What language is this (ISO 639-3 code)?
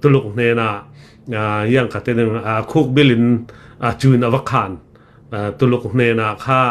cnh